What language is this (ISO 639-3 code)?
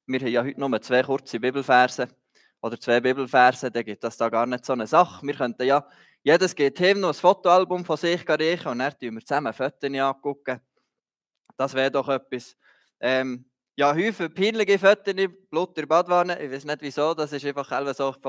gsw